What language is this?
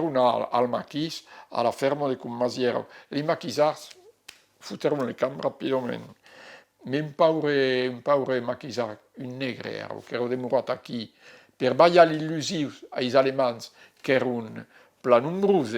Occitan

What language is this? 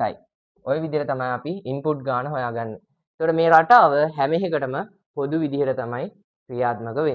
Sinhala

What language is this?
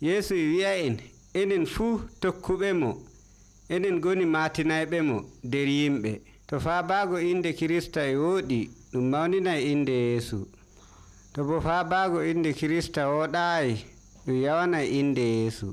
Nigerian Fulfulde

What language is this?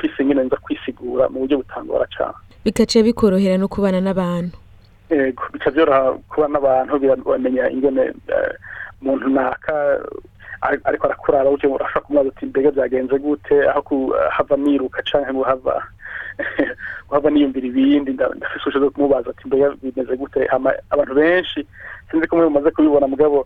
Rundi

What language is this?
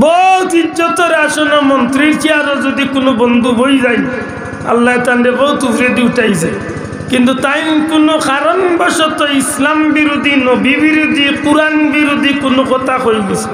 Sylheti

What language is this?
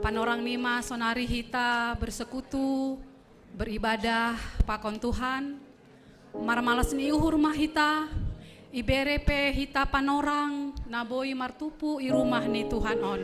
Batak Simalungun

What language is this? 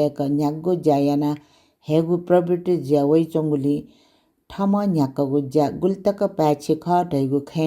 Newari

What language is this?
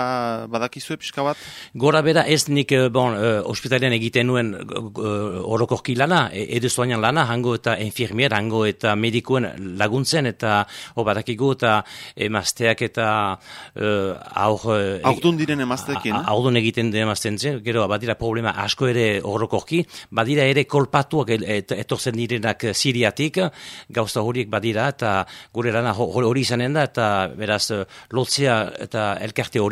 Basque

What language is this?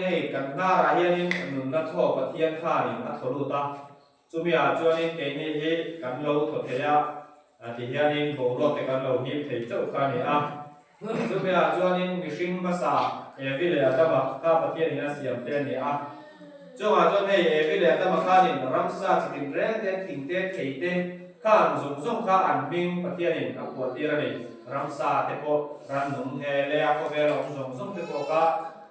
Mizo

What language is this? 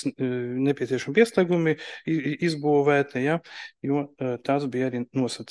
Latvian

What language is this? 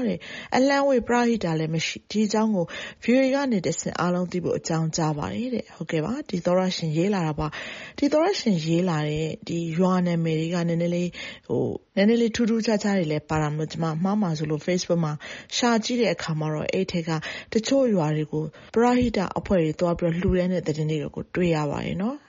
Burmese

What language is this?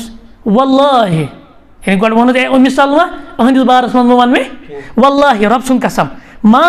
Kashmiri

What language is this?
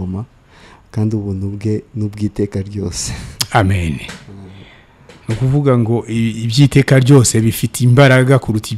Kinyarwanda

